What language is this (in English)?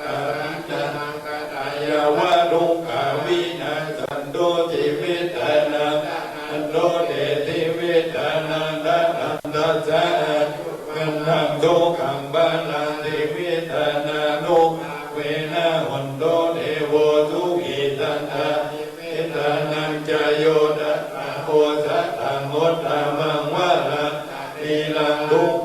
Pali